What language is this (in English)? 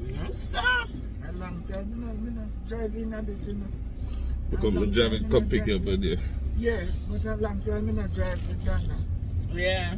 Jamaican Creole English